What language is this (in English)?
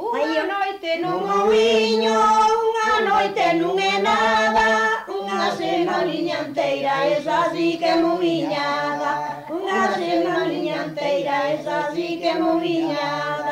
Galician